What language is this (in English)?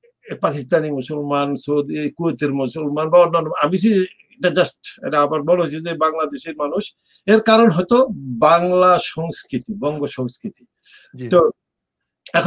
Bangla